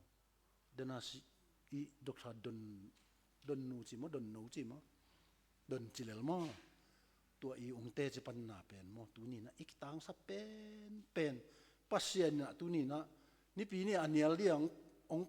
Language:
Tedim Chin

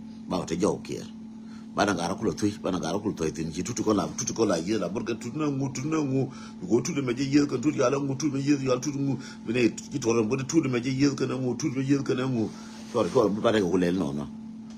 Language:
Nuer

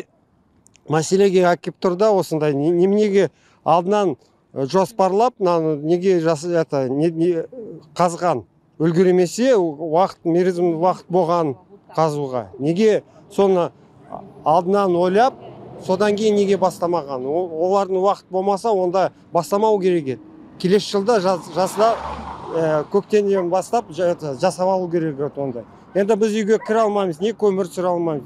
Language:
Kazakh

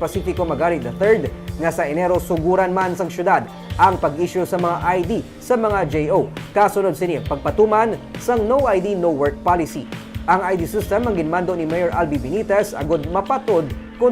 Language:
Hiligaynon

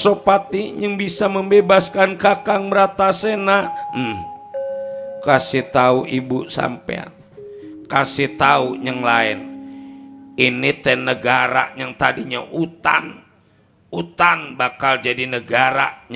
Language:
Betawi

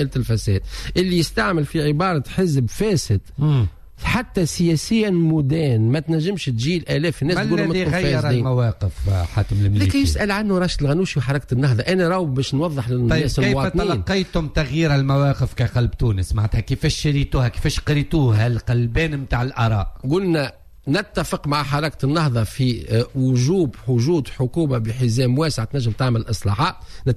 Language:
Tunisian Arabic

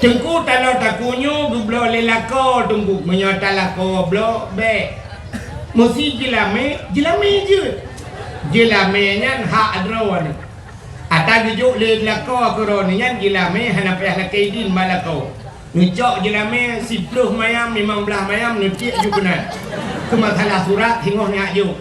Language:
Achinese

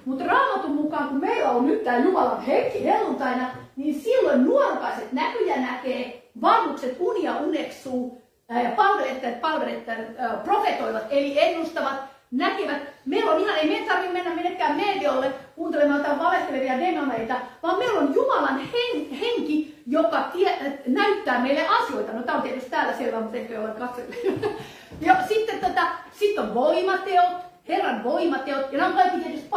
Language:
Finnish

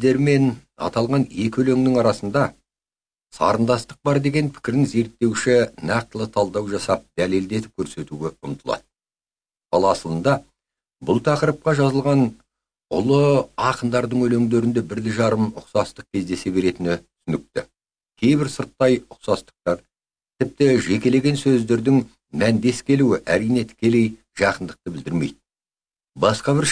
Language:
Kazakh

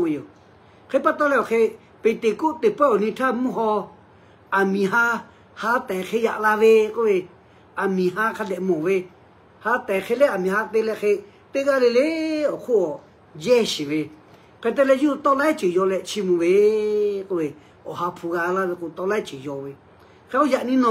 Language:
Lahu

